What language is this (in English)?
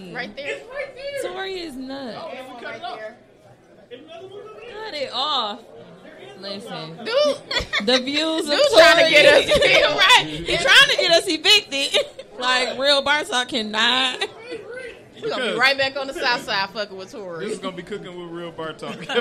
English